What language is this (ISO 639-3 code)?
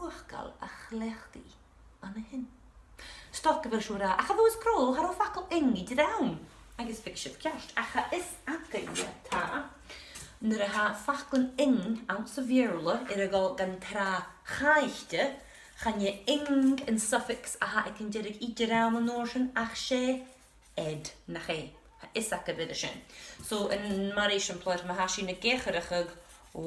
gla